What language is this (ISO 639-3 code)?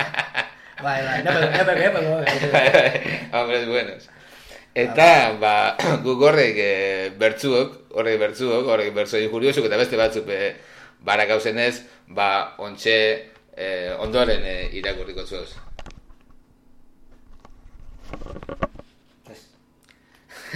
eus